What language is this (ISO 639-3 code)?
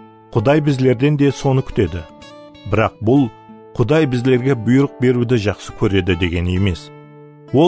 kaa